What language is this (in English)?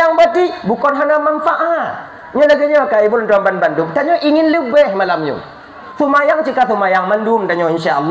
Achinese